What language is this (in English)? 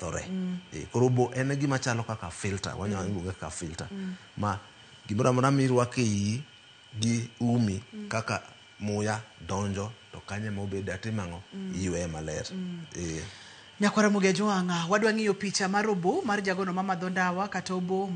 Luo (Kenya and Tanzania)